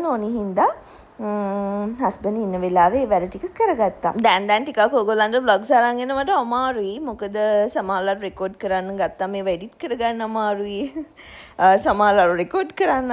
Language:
Sinhala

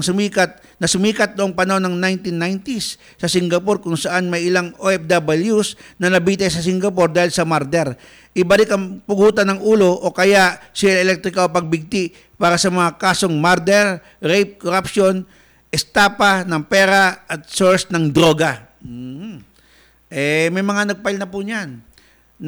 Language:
Filipino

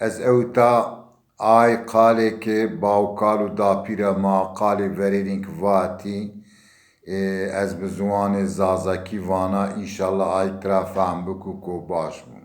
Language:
Zaza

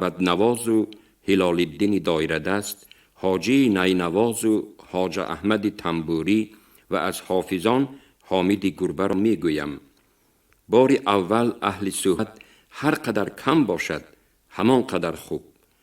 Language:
Tajik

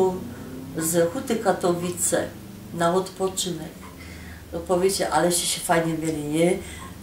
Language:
Silesian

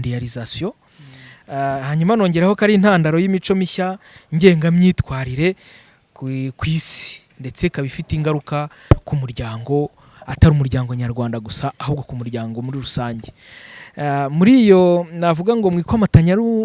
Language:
Kinyarwanda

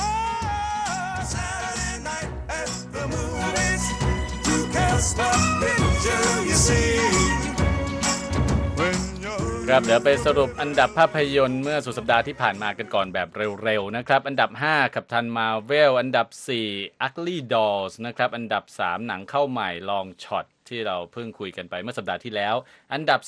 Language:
Thai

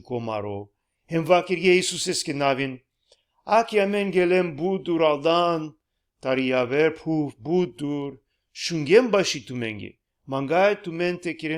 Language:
Balkan Romani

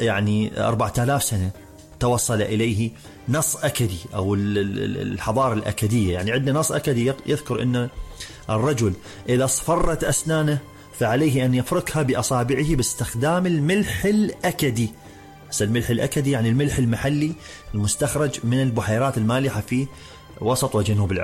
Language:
Mesopotamian Arabic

